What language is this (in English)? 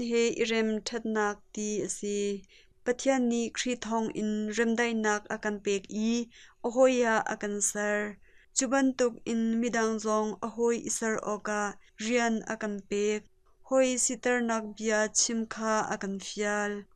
Hakha Chin